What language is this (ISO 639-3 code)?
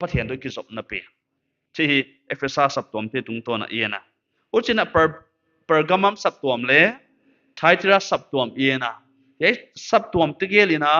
pck